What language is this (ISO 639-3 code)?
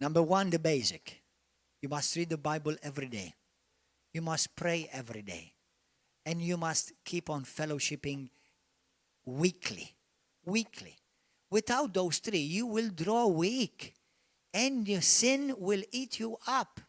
eng